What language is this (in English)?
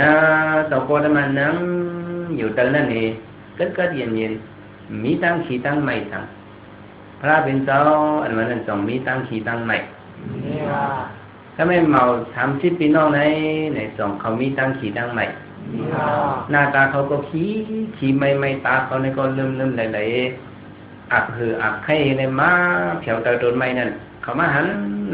Shan